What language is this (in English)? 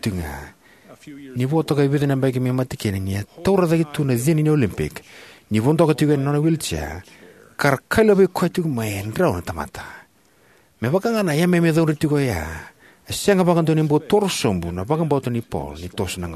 Fijian